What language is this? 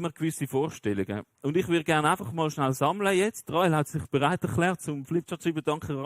Swiss German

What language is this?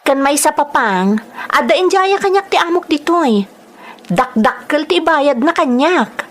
Iloko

